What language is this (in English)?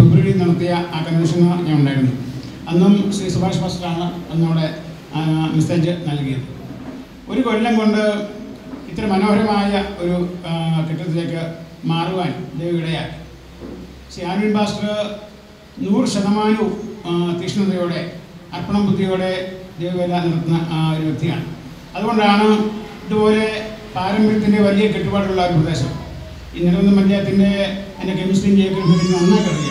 Malayalam